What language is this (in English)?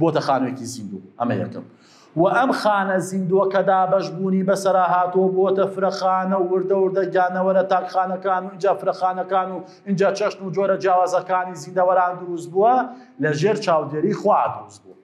Central Kurdish